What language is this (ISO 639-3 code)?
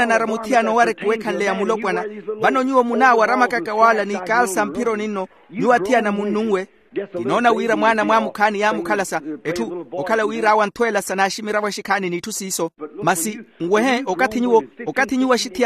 vmw